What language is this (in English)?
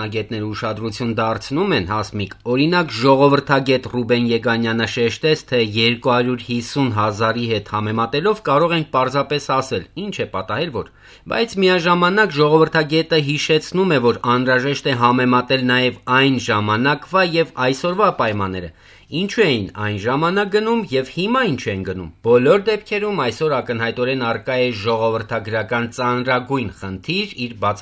Armenian